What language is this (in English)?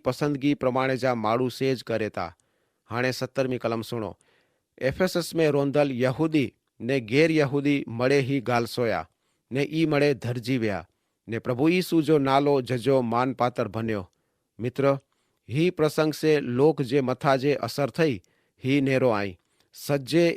Kachhi